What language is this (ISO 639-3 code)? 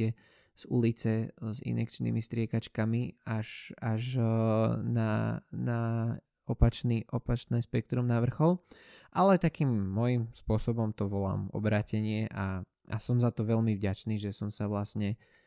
slk